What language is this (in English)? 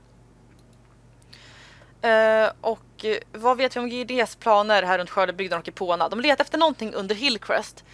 Swedish